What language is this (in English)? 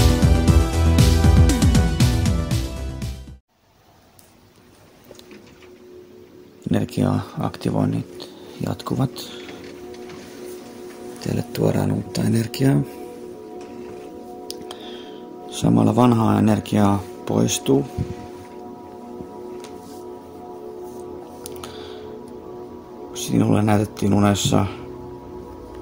Finnish